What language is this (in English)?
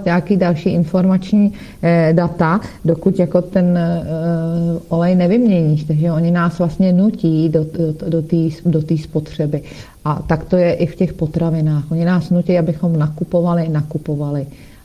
Czech